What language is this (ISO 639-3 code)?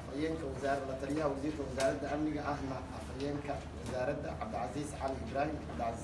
som